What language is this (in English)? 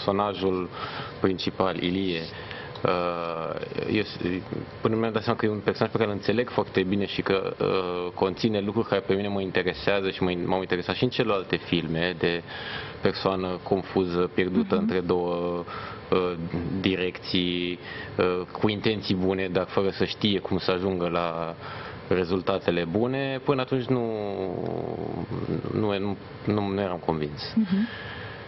Romanian